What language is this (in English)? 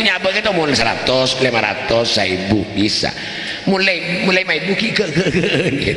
Madurese